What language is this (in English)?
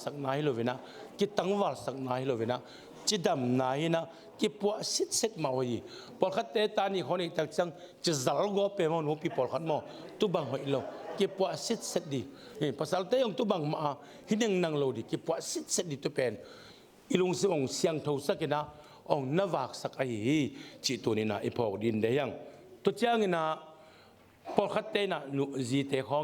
Tedim Chin